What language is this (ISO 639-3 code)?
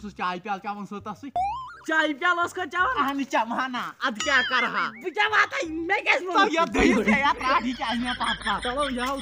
kas